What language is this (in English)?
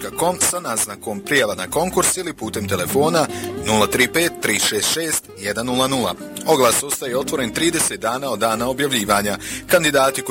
Bosnian